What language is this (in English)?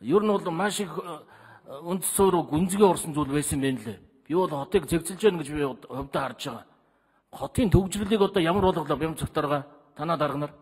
Mongolian